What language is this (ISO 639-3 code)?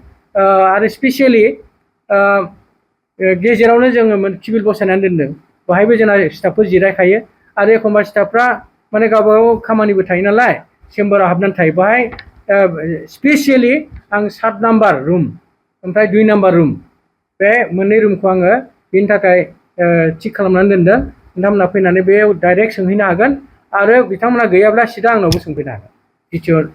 brx